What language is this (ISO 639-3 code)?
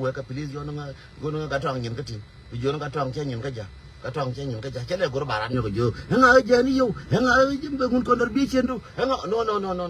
nus